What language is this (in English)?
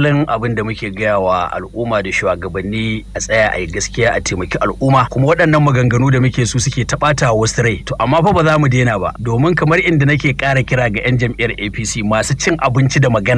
Hausa